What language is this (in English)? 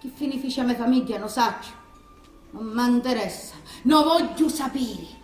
Sicilian